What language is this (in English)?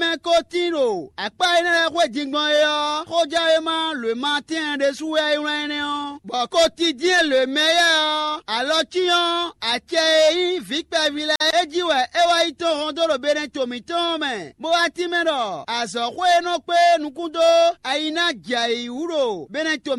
Fon